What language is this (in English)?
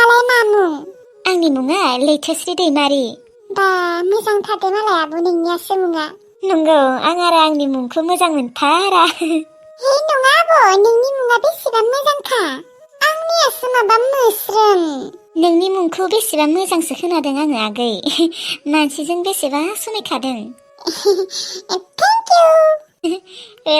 Bodo